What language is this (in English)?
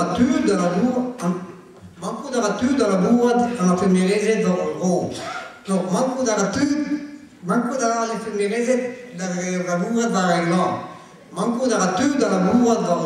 Breton